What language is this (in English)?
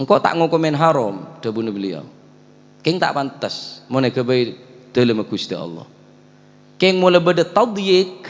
Madurese